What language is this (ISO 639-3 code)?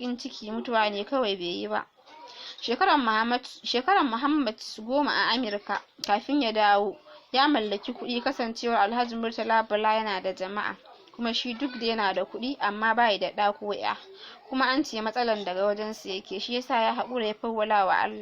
hau